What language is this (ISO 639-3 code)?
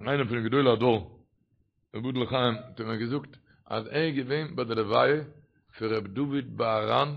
yid